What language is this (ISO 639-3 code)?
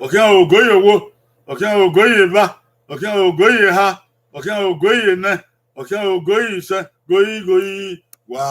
bin